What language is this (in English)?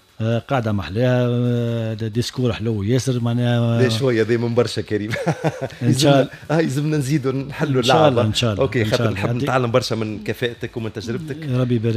Tunisian Arabic